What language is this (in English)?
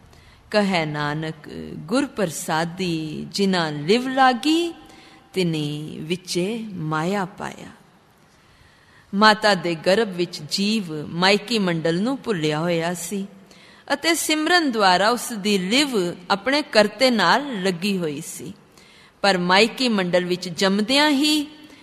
Punjabi